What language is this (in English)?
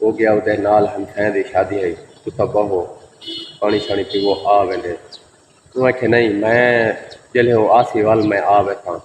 Saraiki